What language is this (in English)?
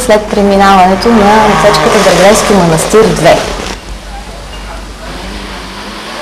Bulgarian